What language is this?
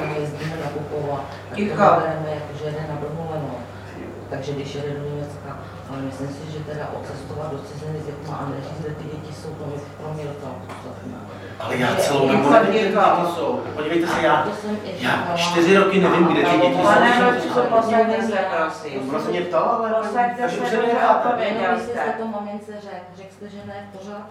Czech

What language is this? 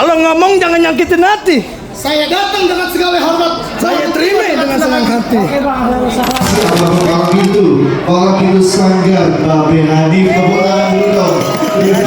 Betawi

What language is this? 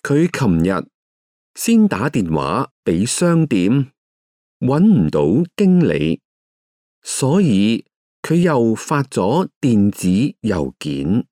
Cantonese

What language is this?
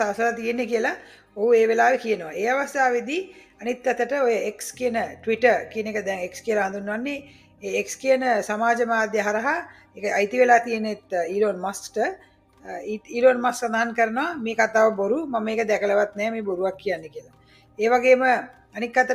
Sinhala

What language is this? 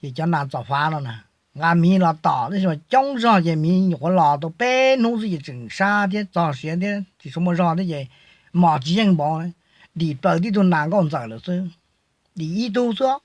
Hmong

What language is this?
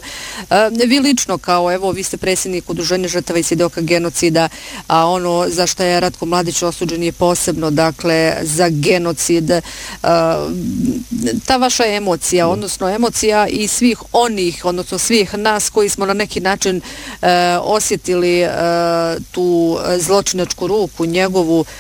Bosnian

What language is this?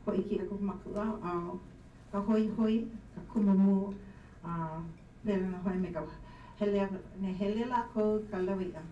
Hawaiian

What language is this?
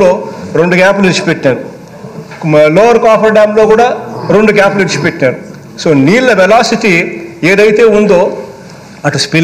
Telugu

